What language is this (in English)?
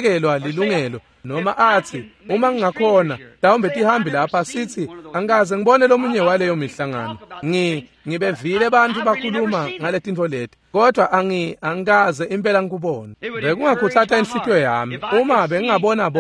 Swati